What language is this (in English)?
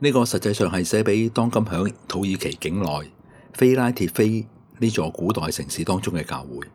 Cantonese